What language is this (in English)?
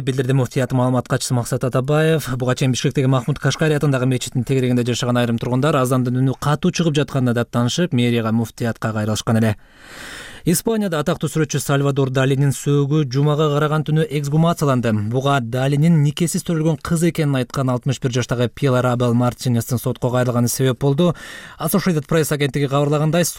Kyrgyz